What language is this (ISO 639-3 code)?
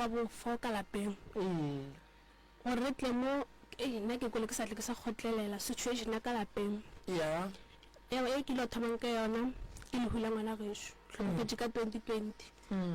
nso